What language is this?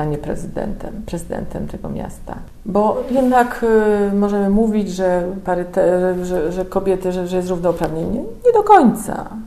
Polish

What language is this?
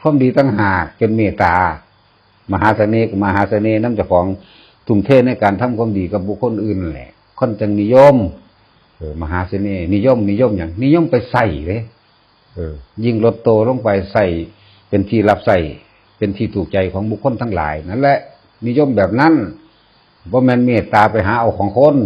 Northeastern Thai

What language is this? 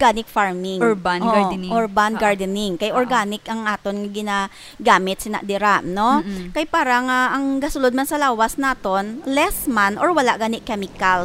Hiligaynon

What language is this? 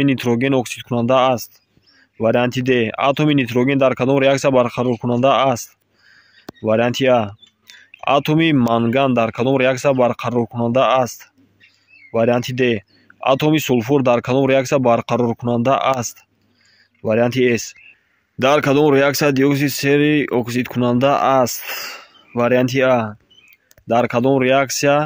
Tajik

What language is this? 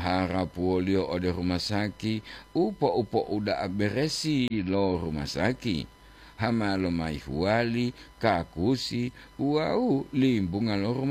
Gorontalo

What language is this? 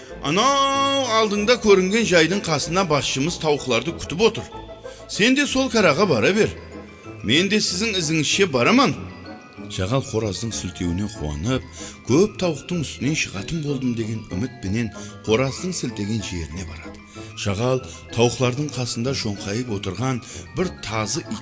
Kara-Kalpak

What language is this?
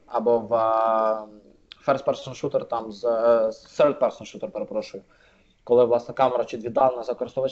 Ukrainian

